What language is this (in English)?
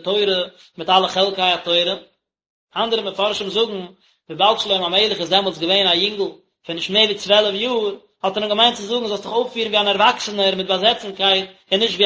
Yiddish